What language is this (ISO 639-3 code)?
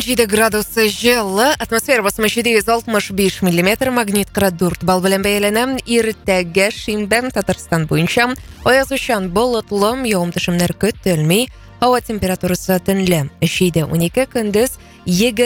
tat